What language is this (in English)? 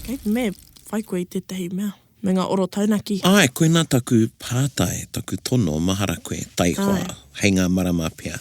Māori